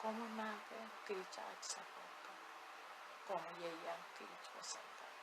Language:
Pohnpeian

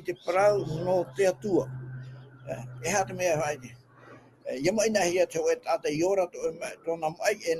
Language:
Tahitian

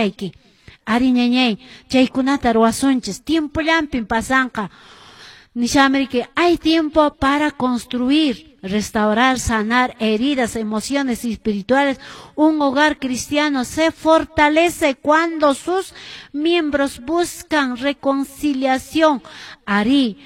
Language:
Quechua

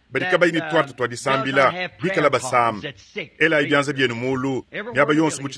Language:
Luba-Lulua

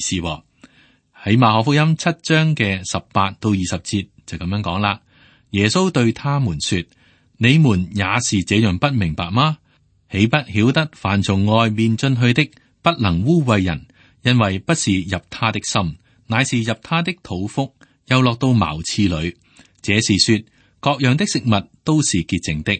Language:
Cantonese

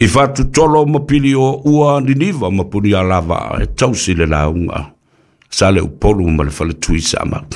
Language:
Samoan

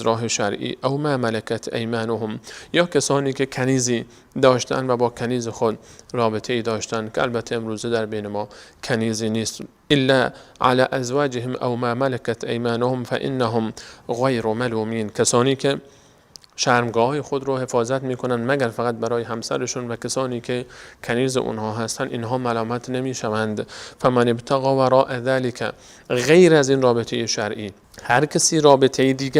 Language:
Persian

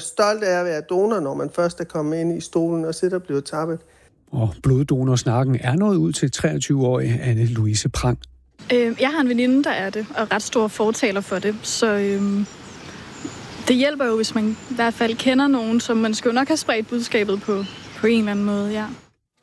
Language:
Danish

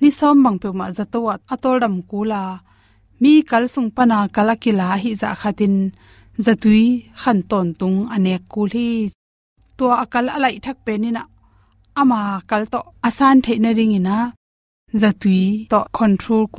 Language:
Tedim Chin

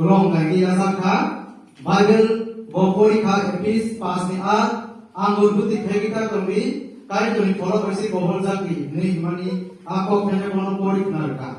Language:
Kok Borok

